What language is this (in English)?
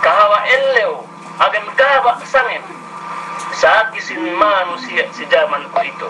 Yakan